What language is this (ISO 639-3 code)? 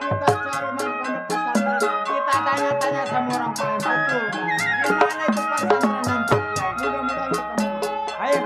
bew